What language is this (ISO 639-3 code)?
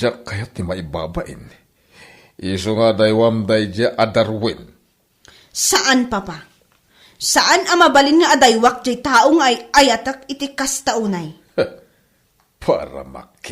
ilo